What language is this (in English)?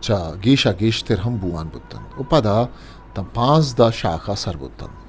Eastern Balochi